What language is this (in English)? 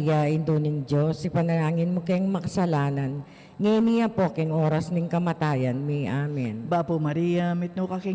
Pampanga